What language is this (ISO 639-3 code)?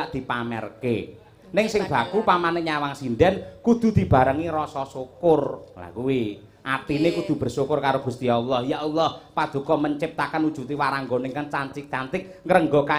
jav